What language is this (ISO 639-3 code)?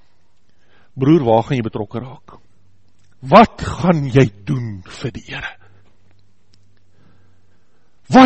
afr